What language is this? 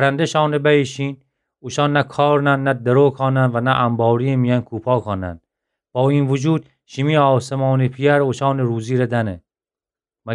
Gilaki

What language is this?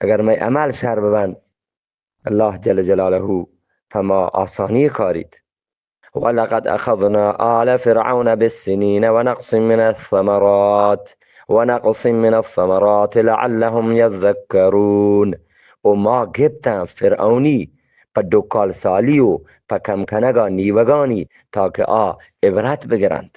Eastern Balochi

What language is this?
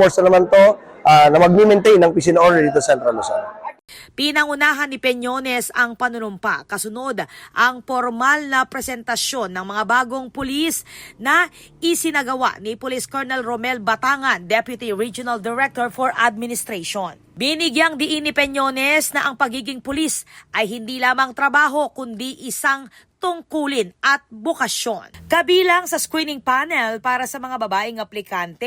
Pampanga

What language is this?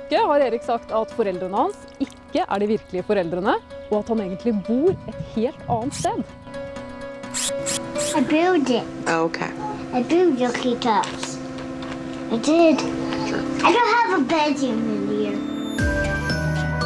Norwegian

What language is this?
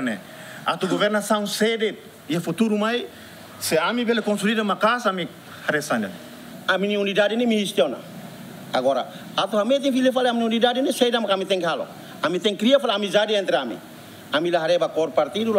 Tetum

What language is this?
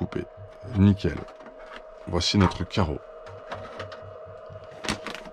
French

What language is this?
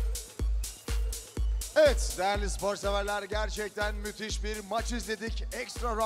Turkish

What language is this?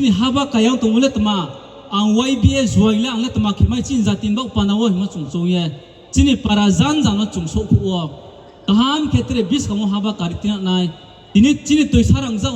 Riang (India)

